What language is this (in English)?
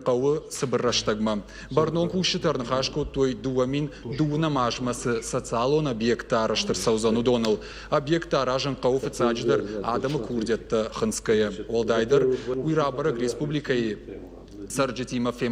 Ossetic